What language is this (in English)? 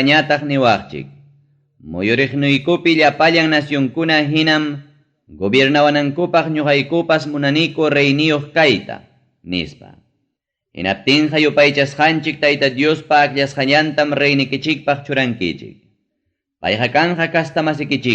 Ayacucho Quechua